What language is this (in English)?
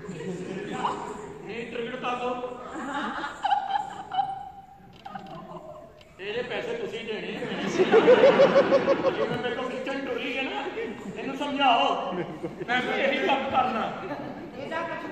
Punjabi